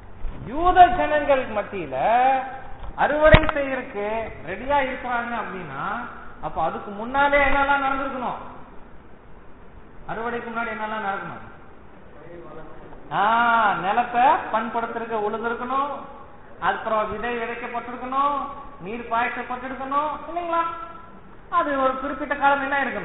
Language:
Tamil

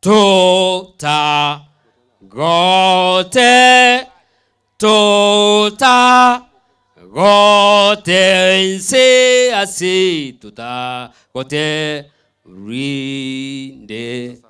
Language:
Gusii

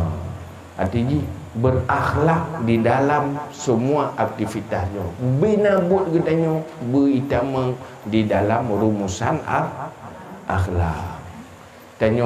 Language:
Achinese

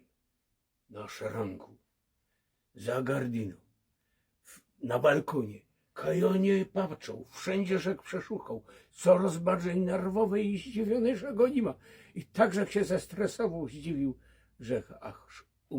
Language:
Silesian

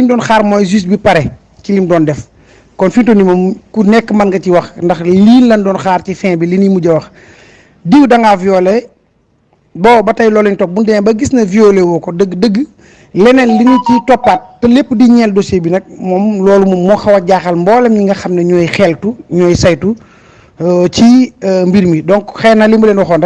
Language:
Wolof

